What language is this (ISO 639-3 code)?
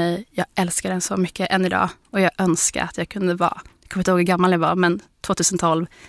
swe